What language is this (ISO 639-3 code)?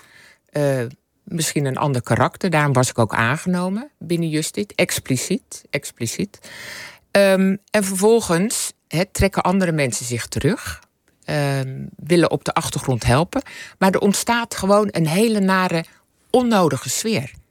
nld